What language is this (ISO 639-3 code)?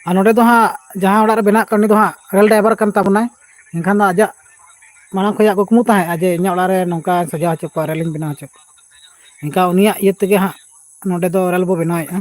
sat